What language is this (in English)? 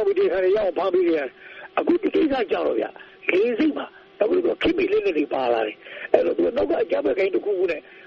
Burmese